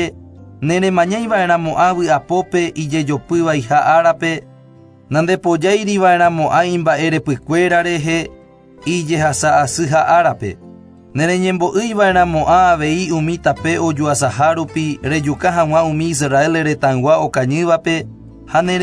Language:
Guarani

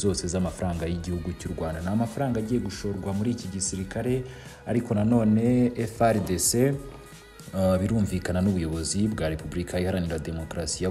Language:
Kinyarwanda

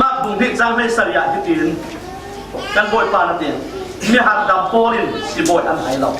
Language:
Falam Chin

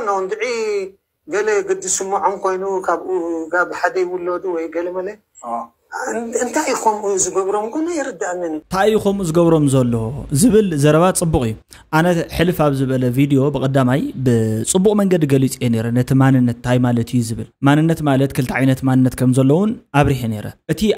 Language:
Tigrinya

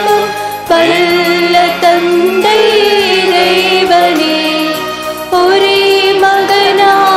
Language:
Tamil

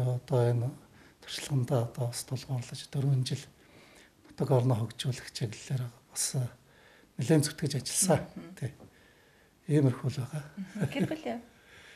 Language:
Mongolian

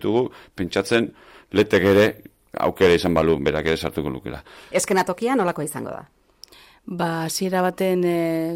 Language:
Basque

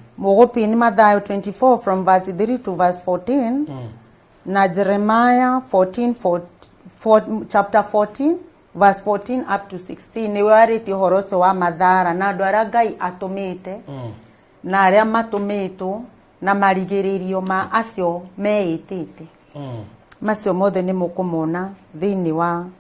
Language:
Kikuyu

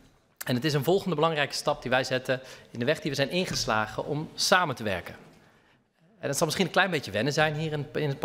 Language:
Dutch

